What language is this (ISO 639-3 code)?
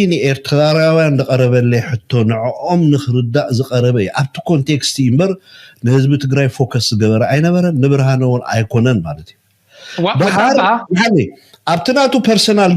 tir